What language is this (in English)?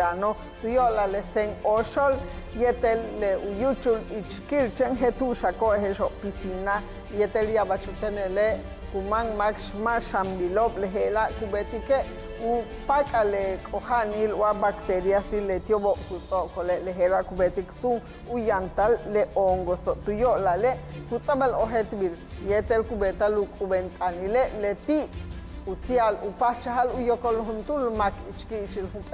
Yucateco